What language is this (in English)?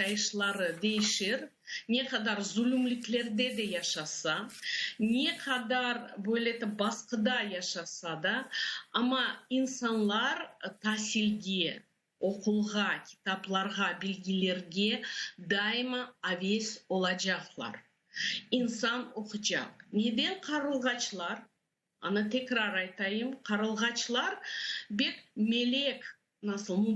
Crimean Tatar